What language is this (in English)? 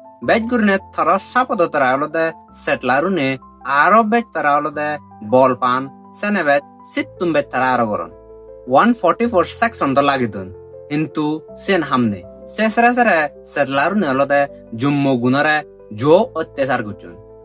Chakma